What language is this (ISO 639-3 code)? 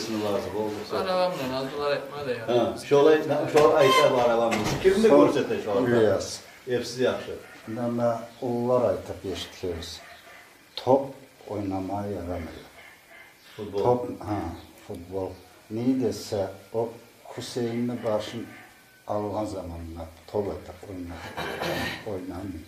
kum